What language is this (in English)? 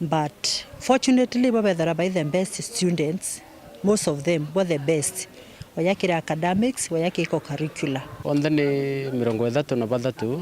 Meru